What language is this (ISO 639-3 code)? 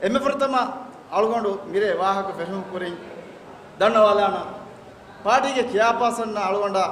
div